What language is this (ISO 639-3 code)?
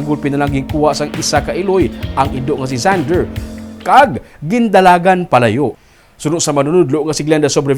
hil